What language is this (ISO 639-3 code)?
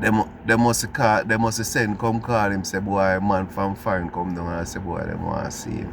jam